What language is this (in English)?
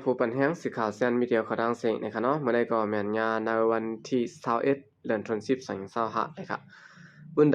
Shan